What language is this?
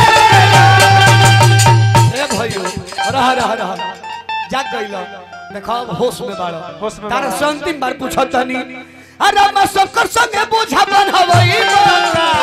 Bhojpuri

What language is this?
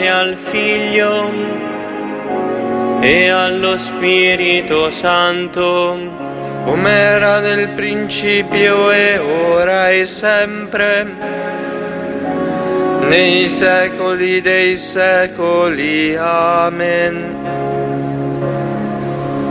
Italian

